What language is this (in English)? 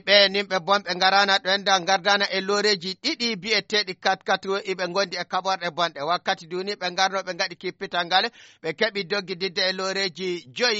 Nigerian Fulfulde